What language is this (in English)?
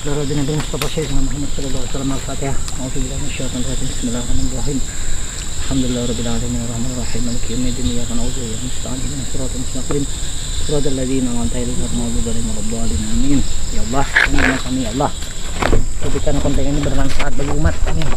Banjar